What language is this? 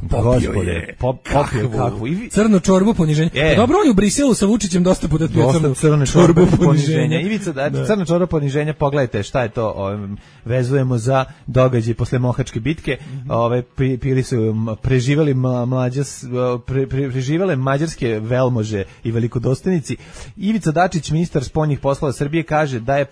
Serbian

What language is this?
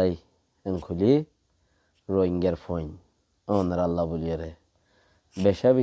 Rohingya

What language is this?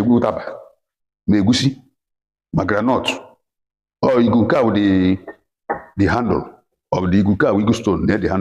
Igbo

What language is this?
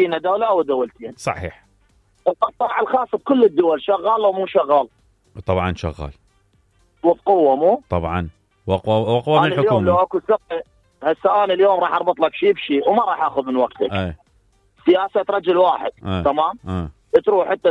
Mesopotamian Arabic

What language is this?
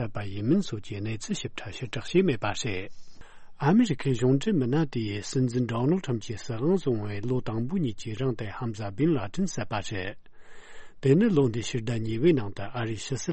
Tibetan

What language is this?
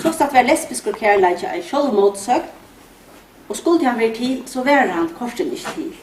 Faroese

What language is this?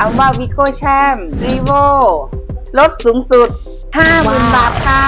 Shan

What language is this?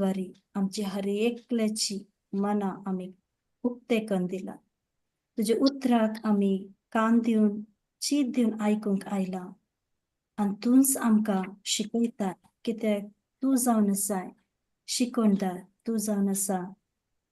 Konkani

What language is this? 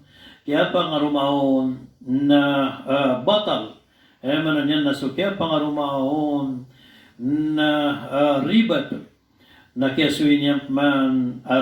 Maranao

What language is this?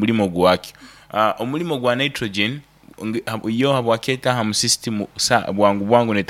Nyankole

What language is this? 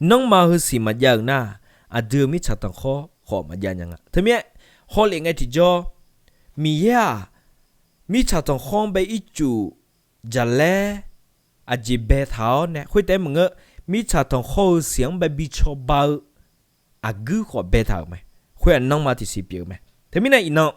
Akha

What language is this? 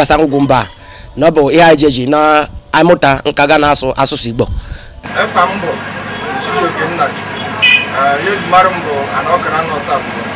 Igbo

